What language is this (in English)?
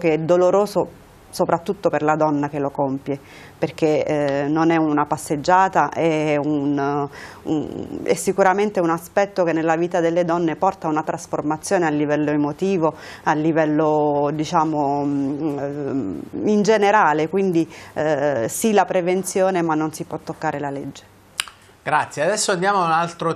Italian